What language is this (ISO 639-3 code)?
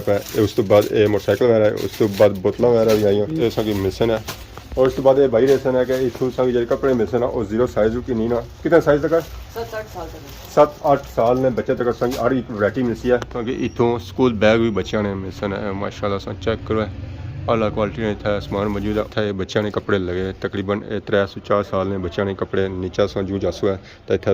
phr